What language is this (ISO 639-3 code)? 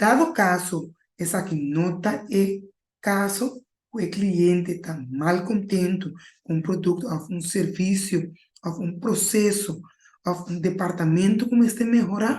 pap